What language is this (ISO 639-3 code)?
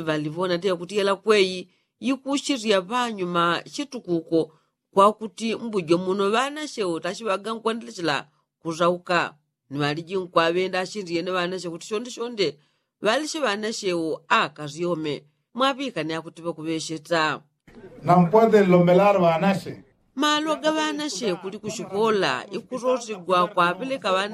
yao